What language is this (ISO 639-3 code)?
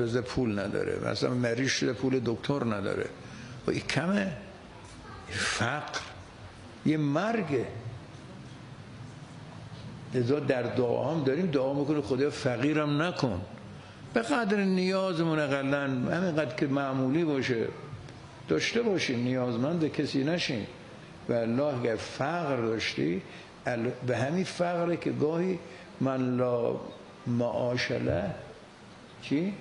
fas